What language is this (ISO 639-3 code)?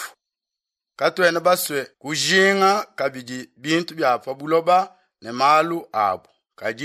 lua